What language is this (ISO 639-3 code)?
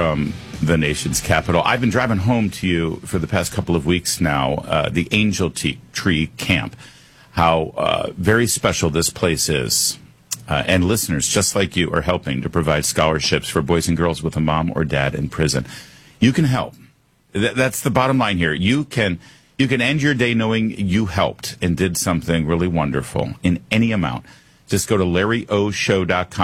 eng